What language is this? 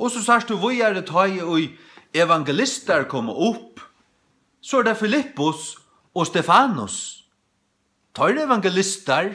Faroese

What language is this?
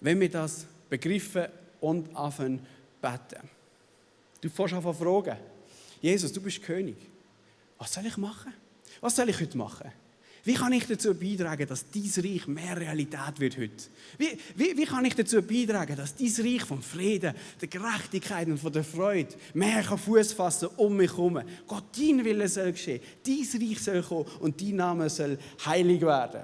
Swiss German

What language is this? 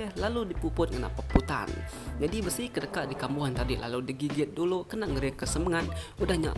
Iban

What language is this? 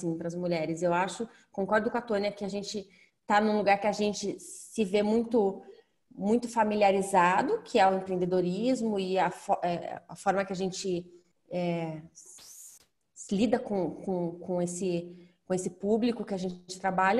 Portuguese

